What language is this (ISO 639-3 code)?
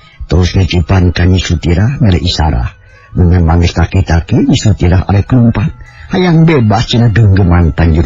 sun